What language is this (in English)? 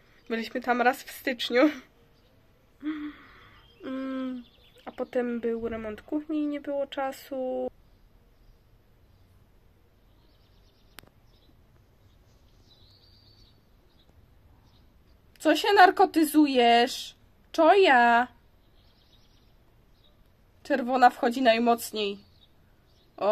Polish